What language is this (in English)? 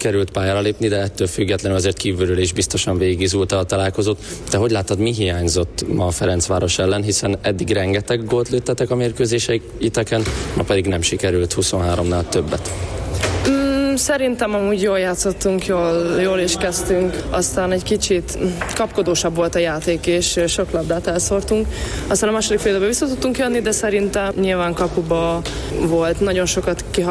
Hungarian